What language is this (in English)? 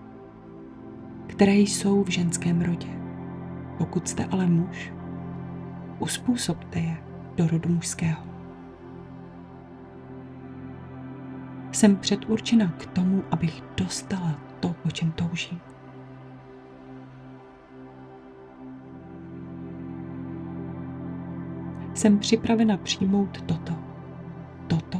Czech